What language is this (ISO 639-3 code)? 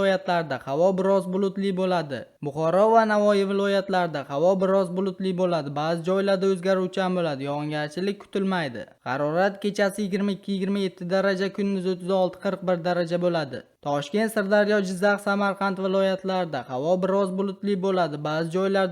uzb